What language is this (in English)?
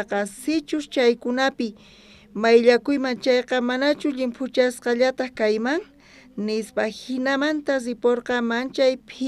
South Bolivian Quechua